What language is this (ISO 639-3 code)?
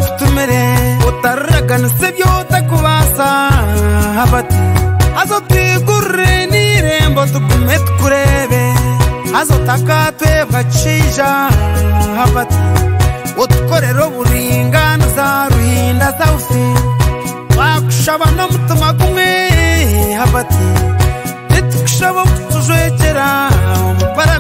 kin